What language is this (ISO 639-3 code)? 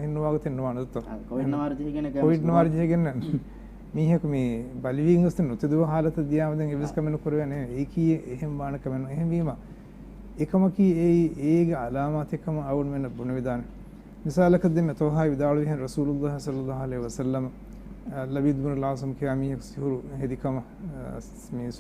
div